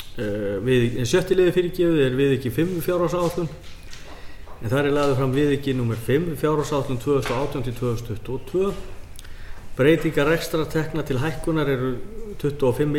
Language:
Icelandic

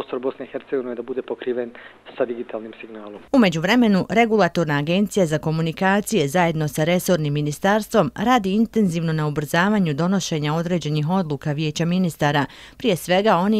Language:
Bosnian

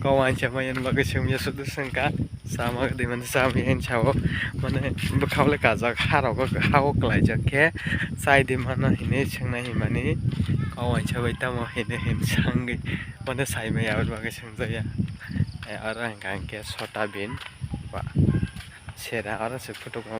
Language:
Kok Borok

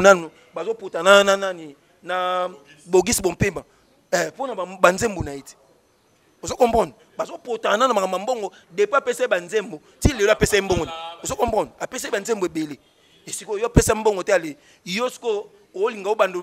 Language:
Lingala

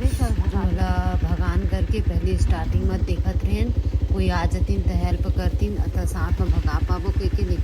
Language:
Chhattisgarhi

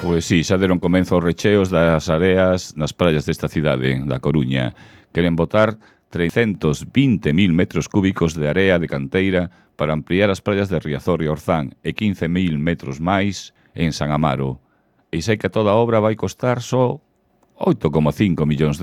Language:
Galician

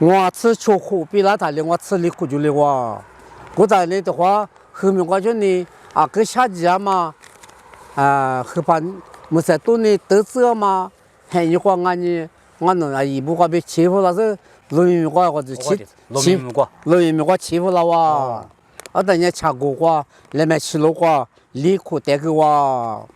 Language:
Lisu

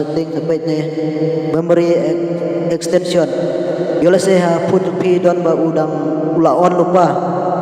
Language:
Khasi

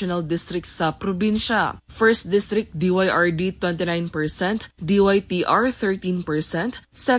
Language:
Cebuano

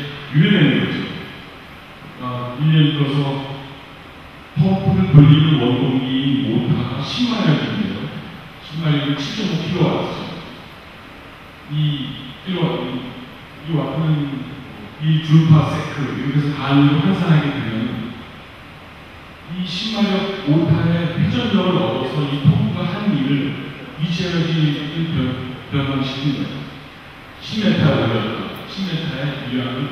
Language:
Korean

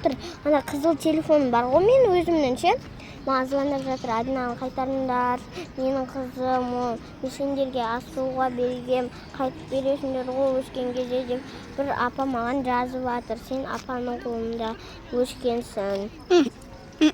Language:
Kazakh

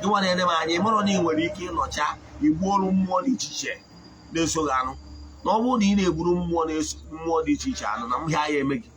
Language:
Igbo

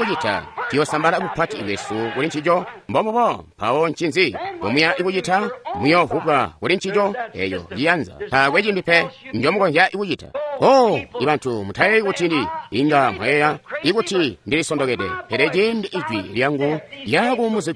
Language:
Tonga (Zambia)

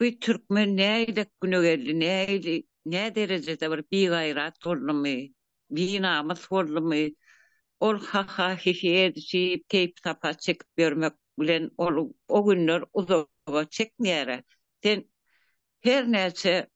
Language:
Turkmen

